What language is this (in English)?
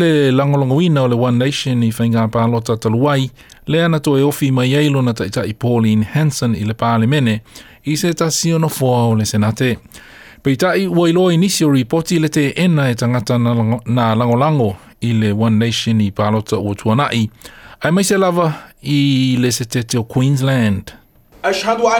Samoan